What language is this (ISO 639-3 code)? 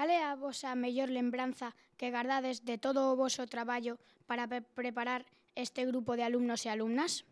glg